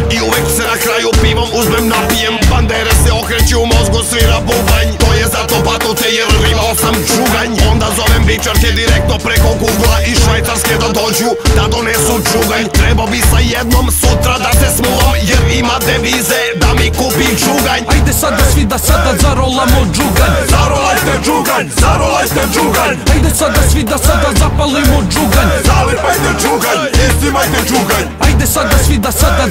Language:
Serbian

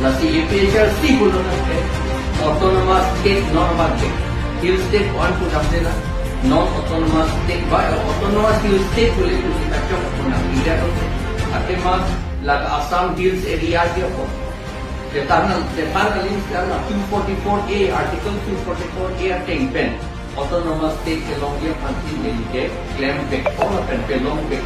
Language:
Karbi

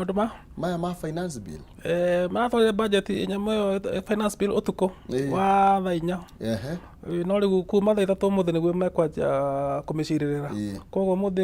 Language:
Kikuyu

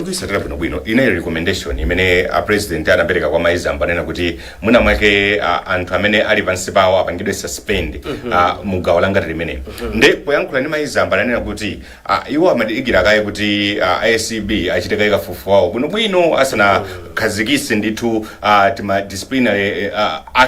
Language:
Nyanja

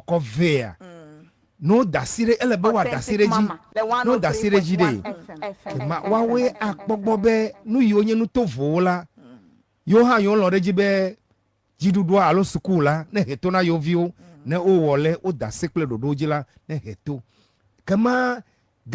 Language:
Ewe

